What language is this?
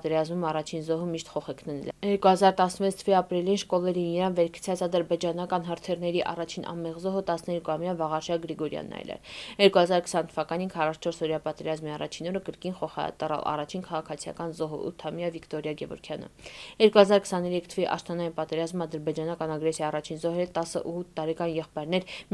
Armenian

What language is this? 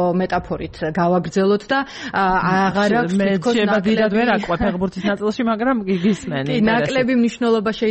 Georgian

